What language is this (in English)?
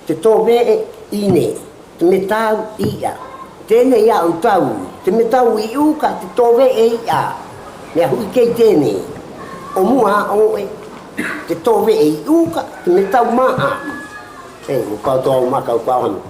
South Marquesan